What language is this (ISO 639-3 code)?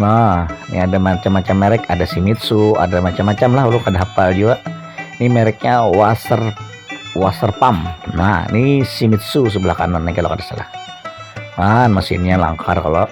bjn